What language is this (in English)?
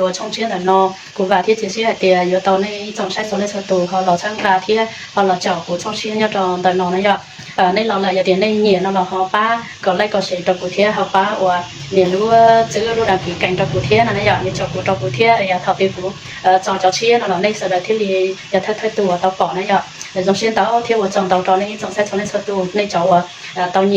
Hmong